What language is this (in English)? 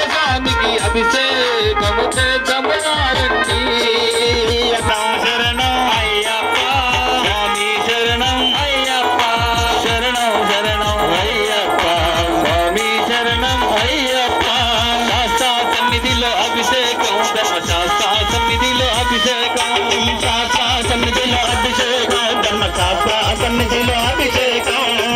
Telugu